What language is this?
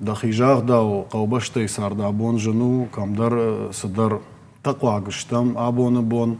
Ossetic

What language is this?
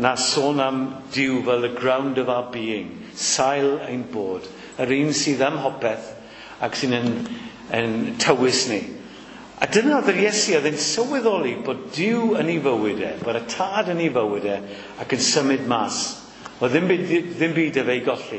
Welsh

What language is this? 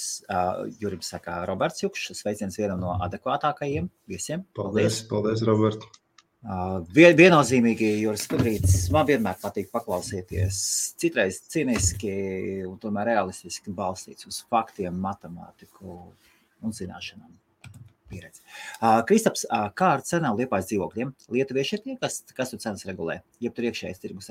Latvian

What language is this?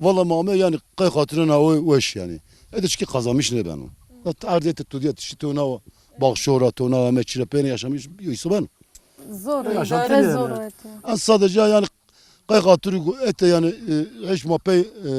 Zaza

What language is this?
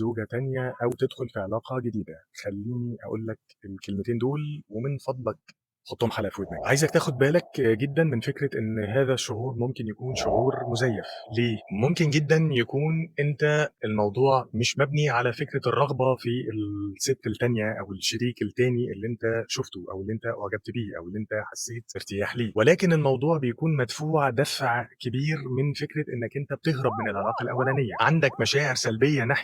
Egyptian Arabic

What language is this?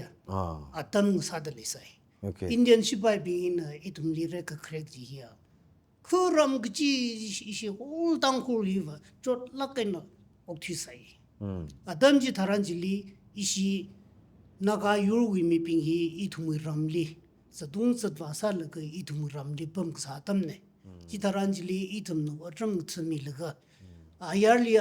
Tangkhul Naga (India)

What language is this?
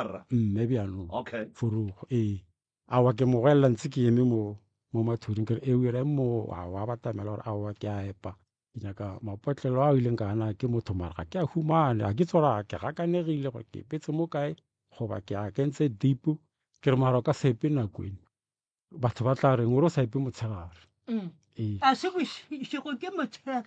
Northern Sotho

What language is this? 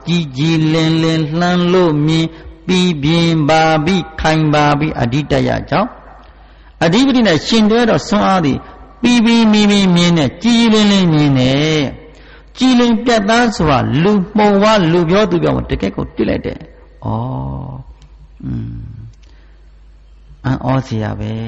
Burmese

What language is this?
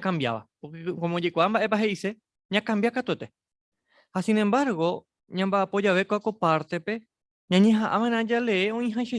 Guarani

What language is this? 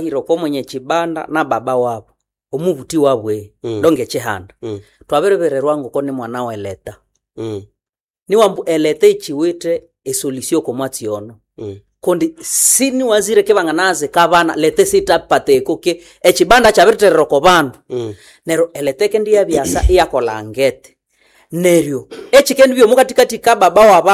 Nande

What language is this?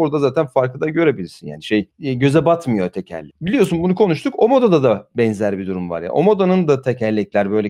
Turkish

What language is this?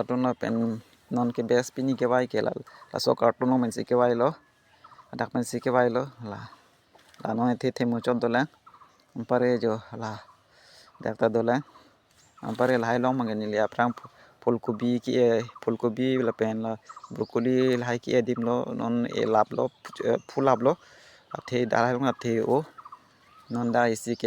Karbi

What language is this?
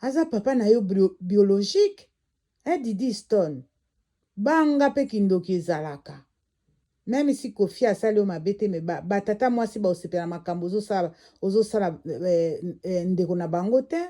Lingala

